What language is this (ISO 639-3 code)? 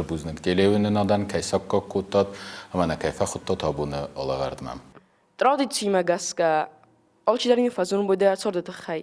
oss